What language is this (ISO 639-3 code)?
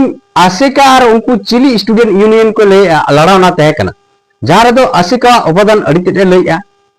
sat